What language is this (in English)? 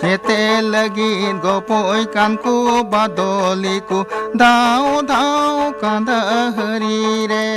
Santali